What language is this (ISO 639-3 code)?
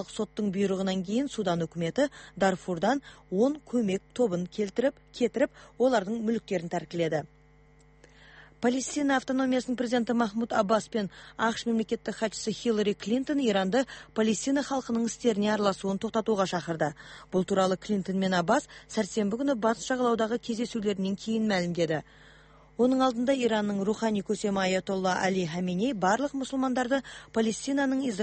kaz